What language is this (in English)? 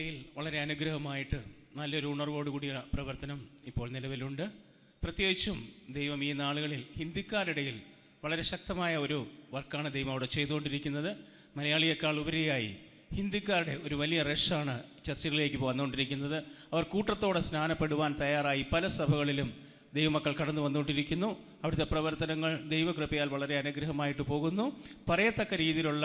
Malayalam